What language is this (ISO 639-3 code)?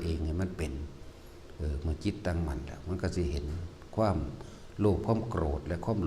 tts